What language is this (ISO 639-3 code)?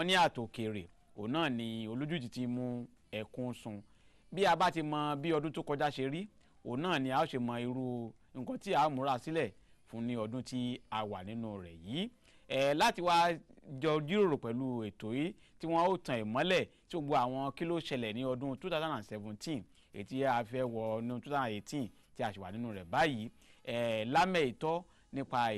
yor